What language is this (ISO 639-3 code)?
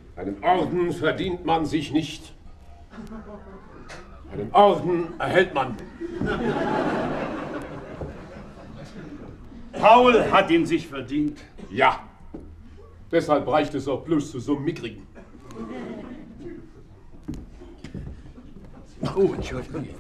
deu